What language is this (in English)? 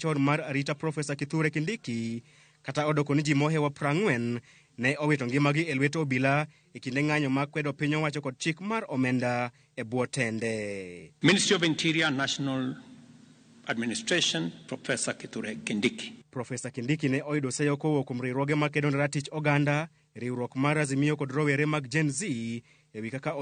Luo (Kenya and Tanzania)